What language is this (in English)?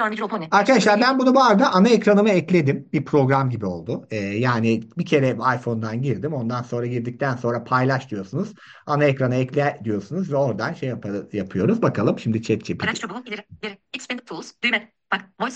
Turkish